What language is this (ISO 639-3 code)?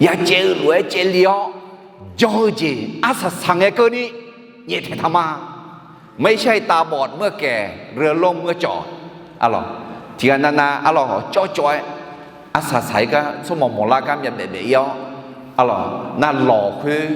ahk